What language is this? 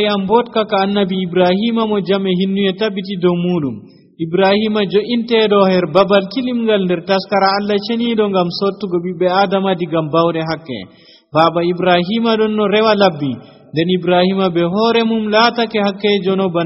Nigerian Fulfulde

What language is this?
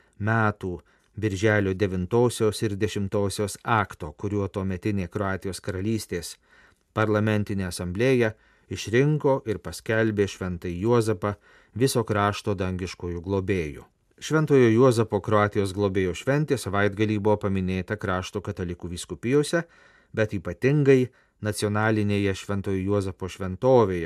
Lithuanian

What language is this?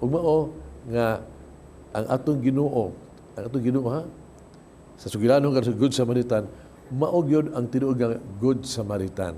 Cebuano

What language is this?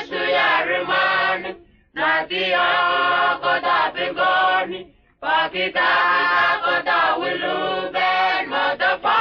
Whitesands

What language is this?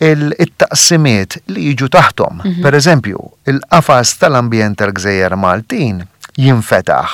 Maltese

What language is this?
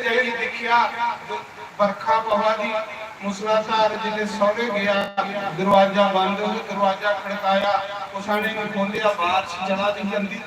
Dogri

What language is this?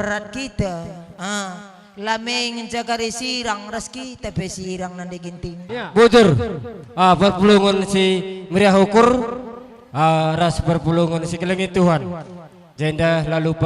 Batak Karo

